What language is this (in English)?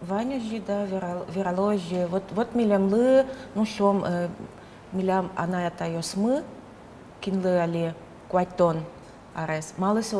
Udmurt